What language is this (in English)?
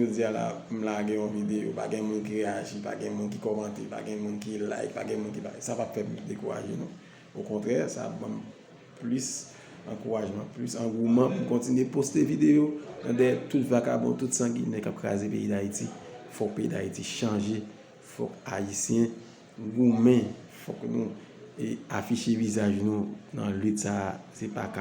Haitian Creole